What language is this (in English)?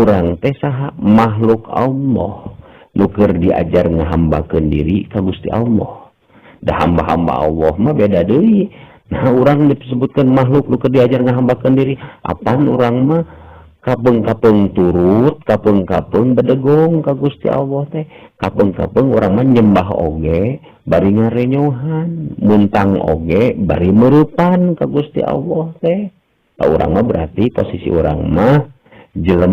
Sundanese